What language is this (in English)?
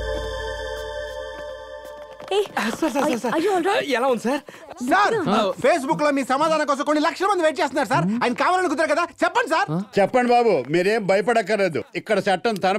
Telugu